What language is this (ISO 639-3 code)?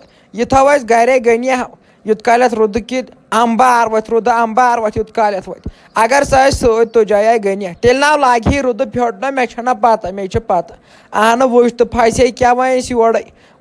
kas